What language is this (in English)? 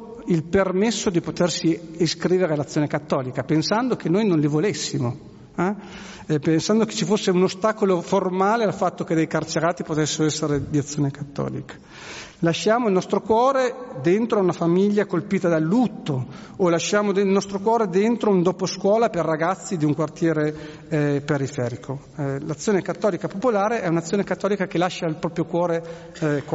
Italian